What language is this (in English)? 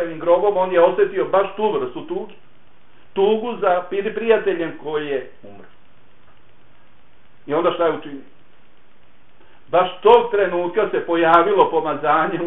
Bosnian